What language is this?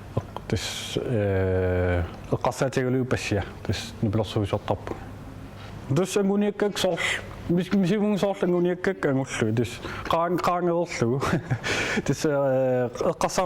Kalaallisut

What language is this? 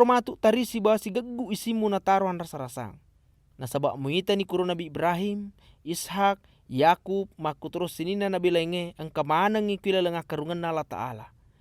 Buginese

